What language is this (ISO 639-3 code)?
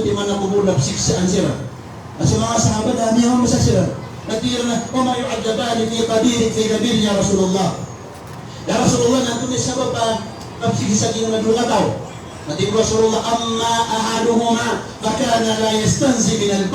mrw